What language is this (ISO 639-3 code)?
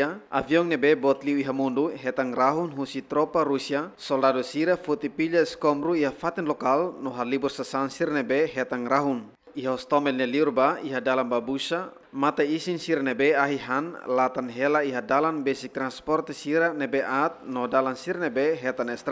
tet